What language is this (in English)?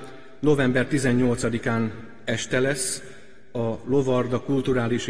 Hungarian